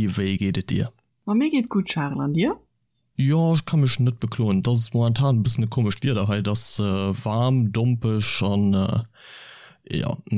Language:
Luxembourgish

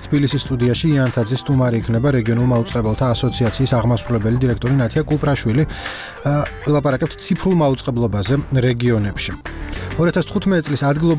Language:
Georgian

